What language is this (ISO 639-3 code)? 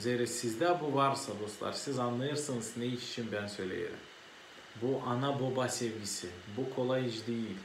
gag